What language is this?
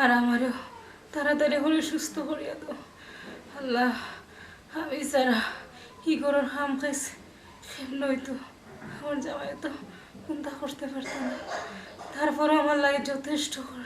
Sylheti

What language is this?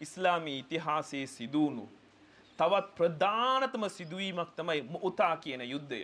Sinhala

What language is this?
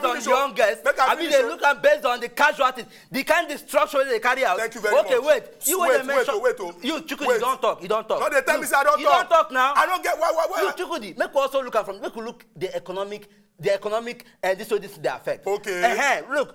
Nigerian Pidgin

